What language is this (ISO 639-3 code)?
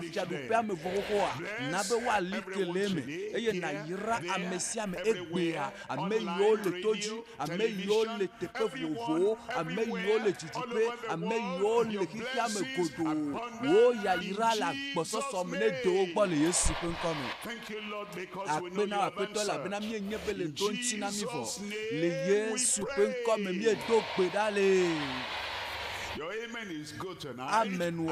ewe